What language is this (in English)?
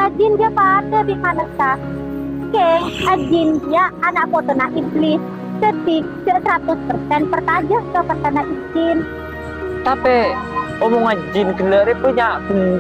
Madurese